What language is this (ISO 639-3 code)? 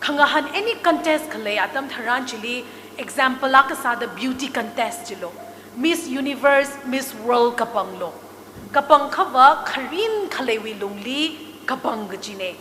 nmf